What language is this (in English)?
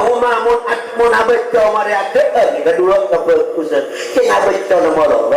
Madurese